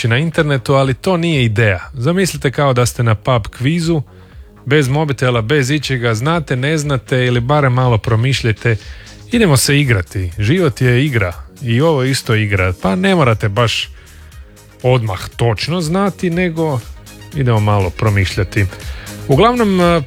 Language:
Croatian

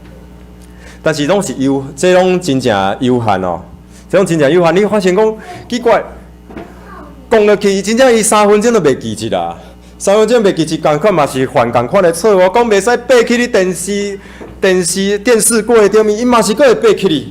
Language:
Min Nan Chinese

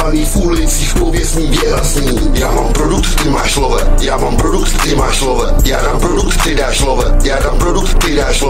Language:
Czech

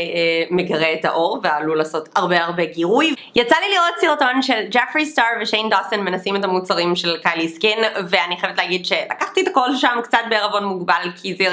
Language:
Hebrew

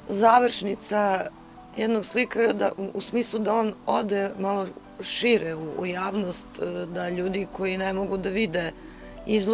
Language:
Serbian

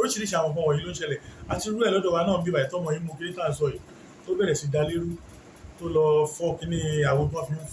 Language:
Yoruba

